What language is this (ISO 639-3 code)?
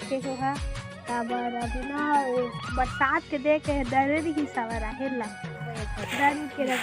hne